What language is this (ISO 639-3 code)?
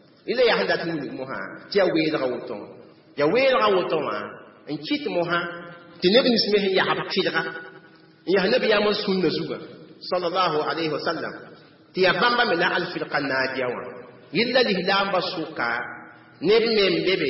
mos